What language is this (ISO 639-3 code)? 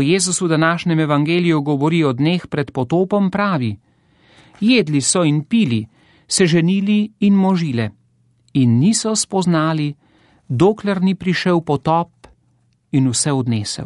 slv